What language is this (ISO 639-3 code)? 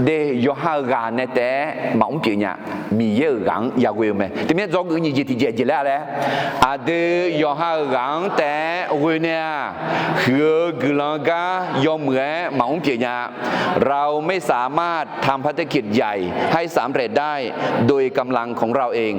ahk